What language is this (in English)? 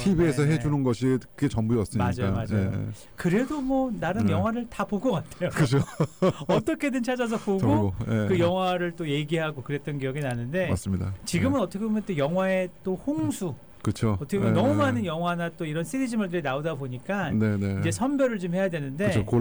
Korean